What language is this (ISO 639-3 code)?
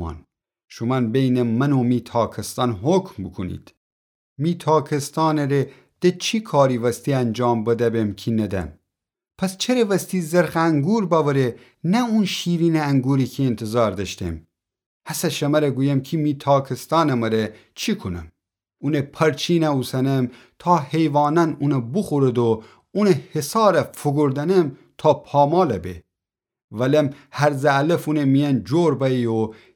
glk